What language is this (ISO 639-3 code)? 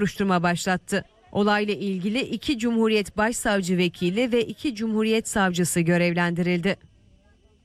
tur